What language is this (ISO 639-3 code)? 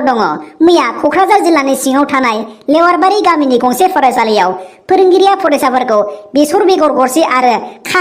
brx